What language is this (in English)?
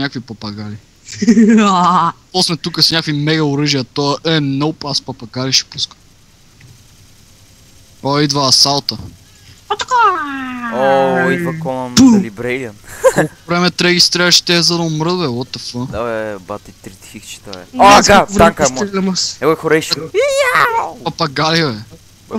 Bulgarian